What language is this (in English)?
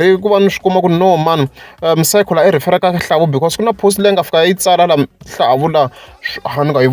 Tsonga